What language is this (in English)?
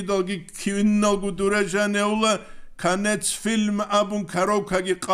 Avaric